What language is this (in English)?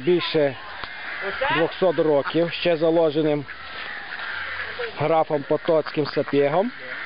Ukrainian